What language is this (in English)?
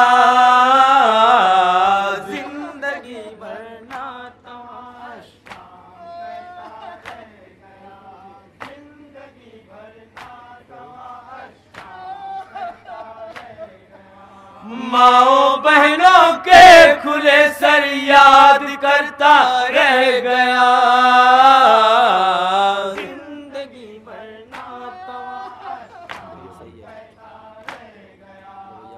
Urdu